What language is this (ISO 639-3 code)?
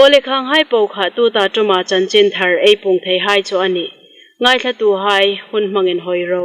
hmr